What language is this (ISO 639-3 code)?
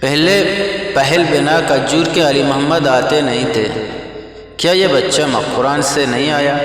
bgp